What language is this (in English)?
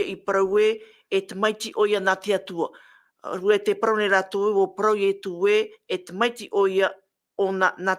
Tahitian